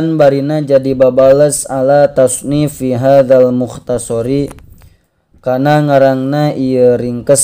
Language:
Sundanese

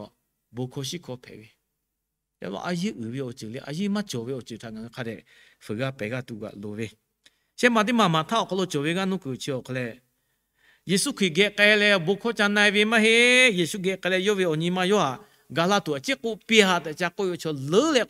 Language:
Lahu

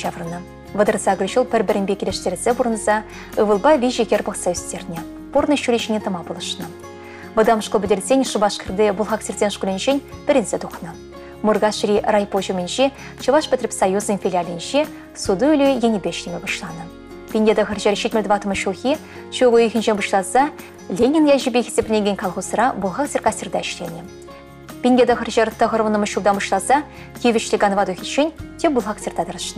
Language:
Chuvash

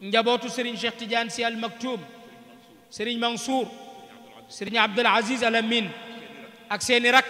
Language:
Wolof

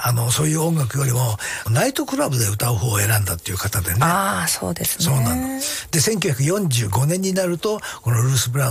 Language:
Japanese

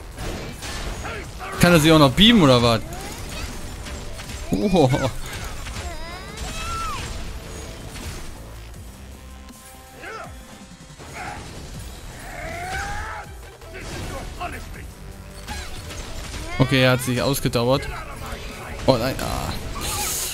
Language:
German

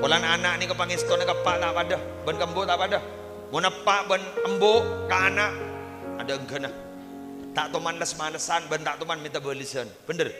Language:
Madurese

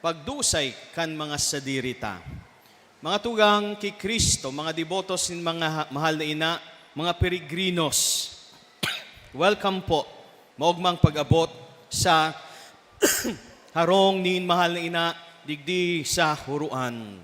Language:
Bikol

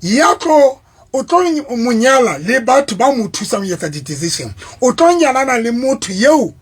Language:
Southern Sotho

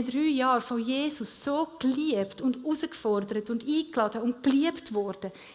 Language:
Swiss German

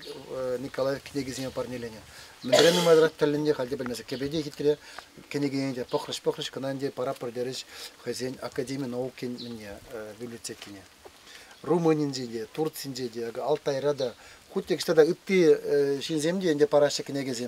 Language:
Chuvash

